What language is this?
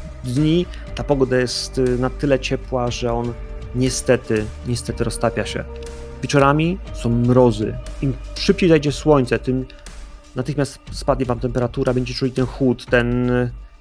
Polish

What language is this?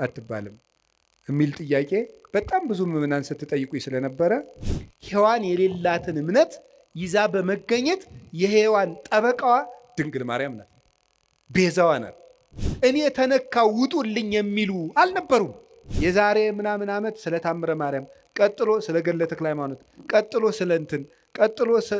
Amharic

